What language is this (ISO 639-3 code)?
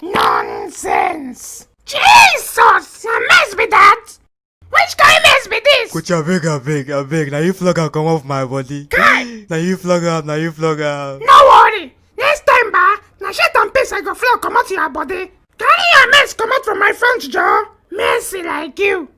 pcm